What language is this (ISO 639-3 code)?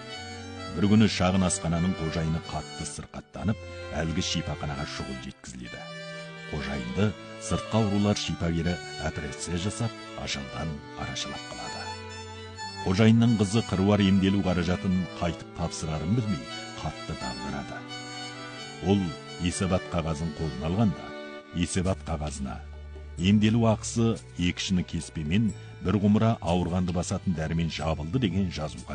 kaz